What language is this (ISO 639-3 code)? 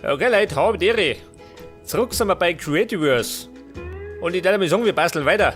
bar